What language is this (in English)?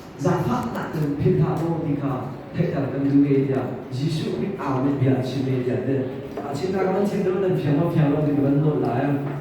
Hakha Chin